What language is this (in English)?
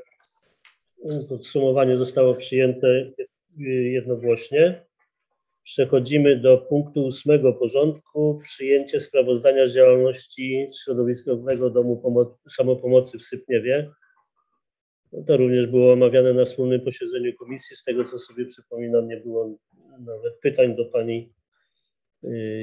Polish